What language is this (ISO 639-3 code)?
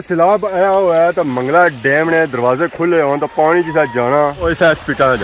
phr